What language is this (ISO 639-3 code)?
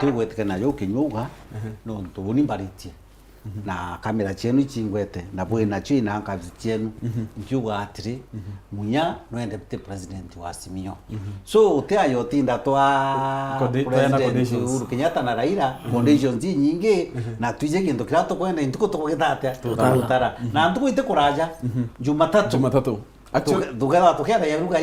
mer